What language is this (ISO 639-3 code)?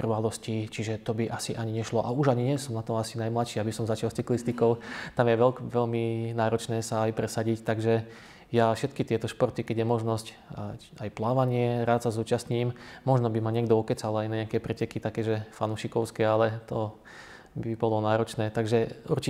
slk